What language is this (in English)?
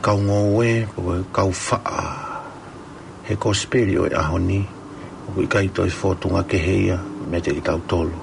Tongan